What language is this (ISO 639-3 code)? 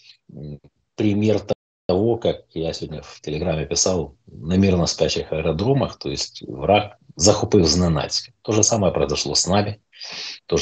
rus